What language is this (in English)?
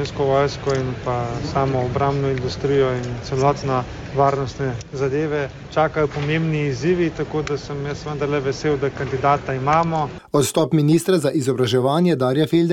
Slovenian